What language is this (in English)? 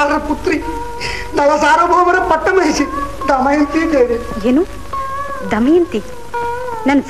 Kannada